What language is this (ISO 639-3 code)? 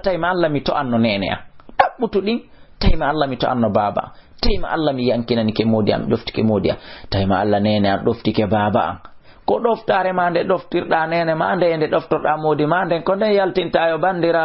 ful